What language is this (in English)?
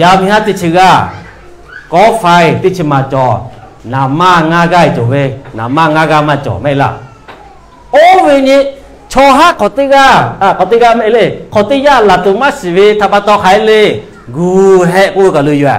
Lahu